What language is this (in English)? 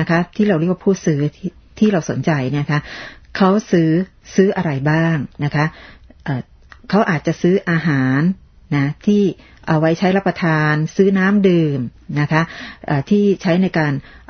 Thai